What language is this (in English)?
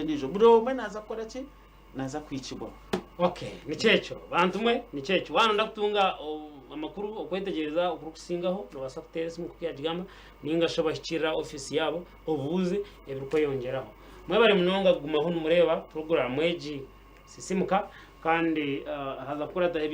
Nyankole